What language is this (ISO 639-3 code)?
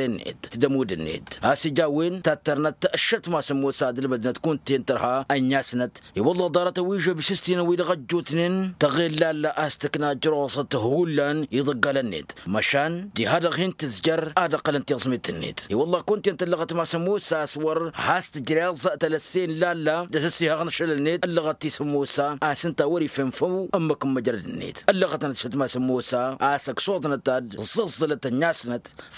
taq